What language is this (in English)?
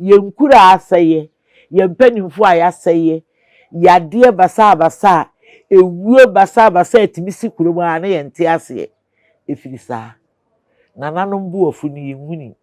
Akan